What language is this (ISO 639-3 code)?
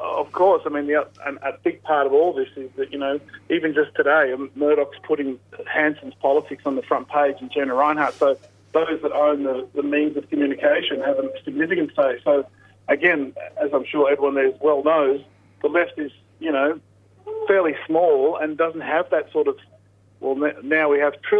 eng